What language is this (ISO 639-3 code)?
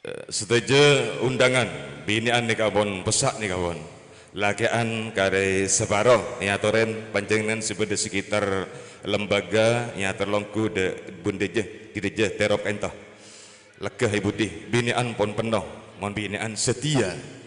mad